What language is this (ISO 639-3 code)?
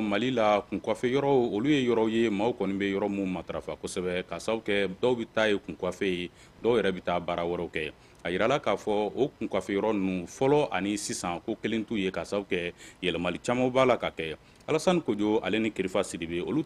bam